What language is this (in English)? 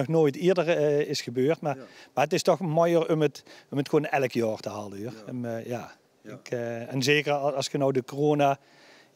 Limburgish